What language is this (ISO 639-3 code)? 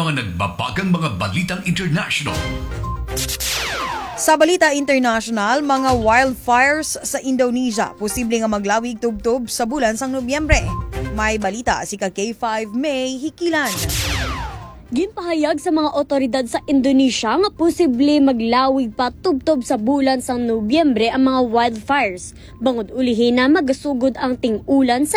hil